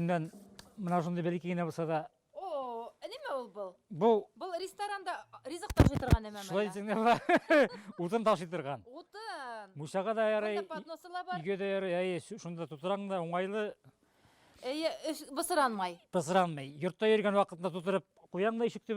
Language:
Bashkir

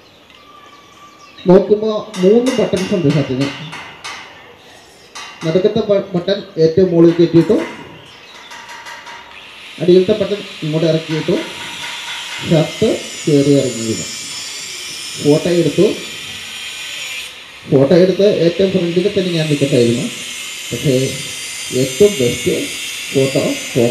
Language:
Malayalam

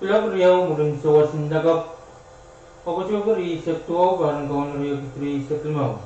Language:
Pohnpeian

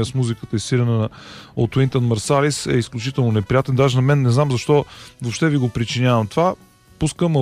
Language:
Bulgarian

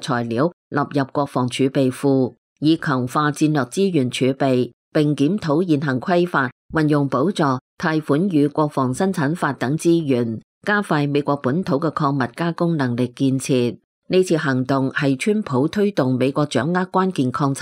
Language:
Cantonese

